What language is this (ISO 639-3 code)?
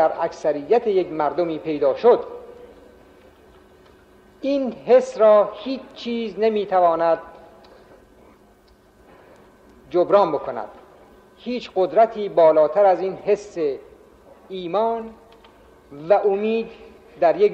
fas